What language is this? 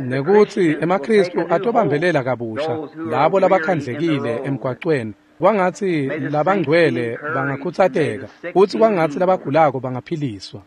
Swati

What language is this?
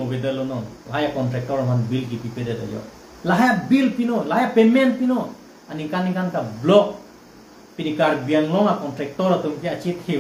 Karbi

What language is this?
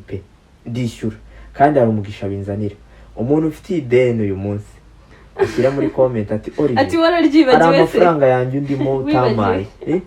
Kinyarwanda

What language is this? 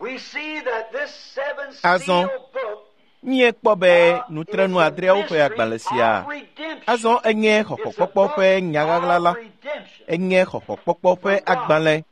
Ewe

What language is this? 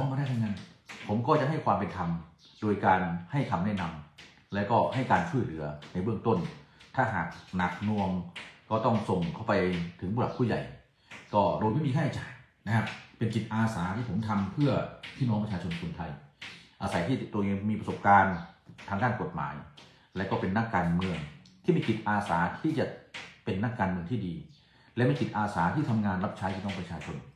Thai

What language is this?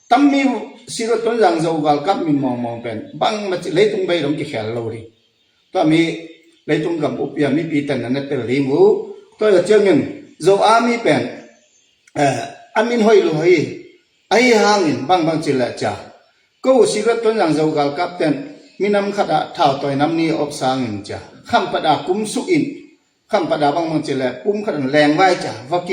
Tedim Chin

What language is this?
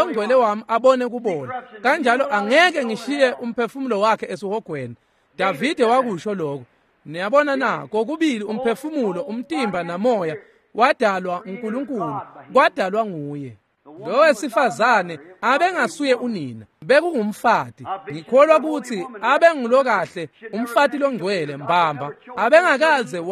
Swati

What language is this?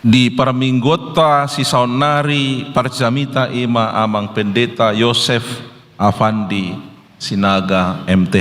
Batak Toba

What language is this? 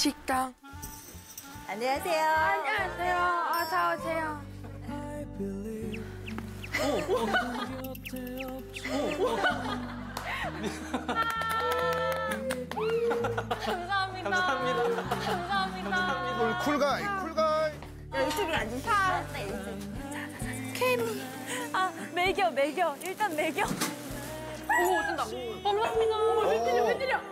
Korean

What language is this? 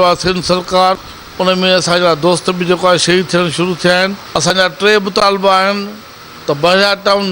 Sindhi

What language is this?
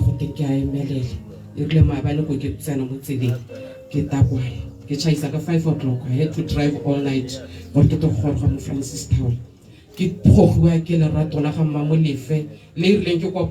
Tswana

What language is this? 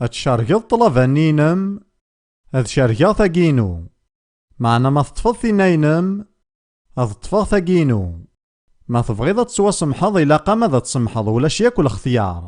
Kabyle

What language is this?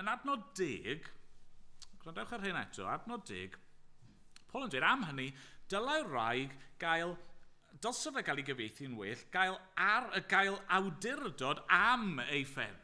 Welsh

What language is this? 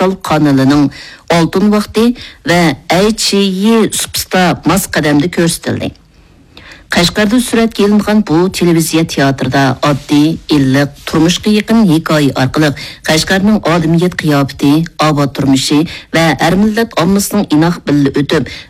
Uyghur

